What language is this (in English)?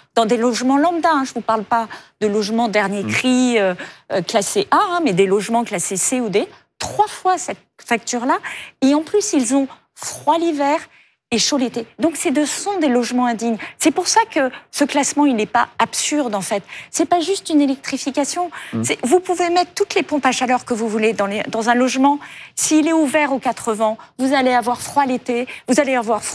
French